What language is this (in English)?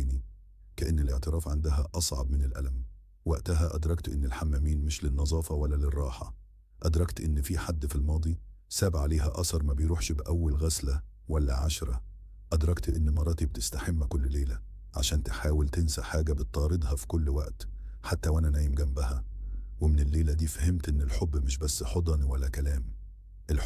Egyptian Arabic